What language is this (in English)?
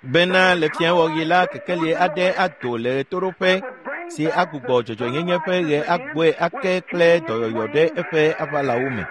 Ewe